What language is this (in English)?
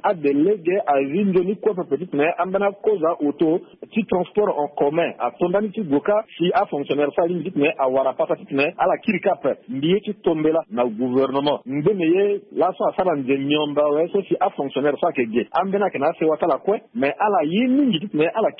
Sango